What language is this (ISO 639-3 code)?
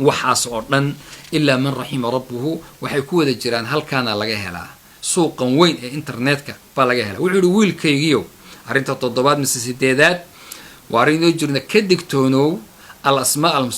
som